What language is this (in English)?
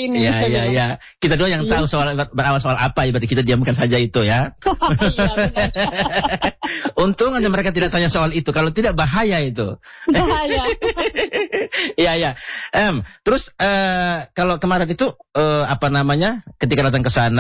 Indonesian